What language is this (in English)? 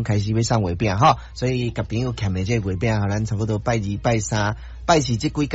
Min Nan Chinese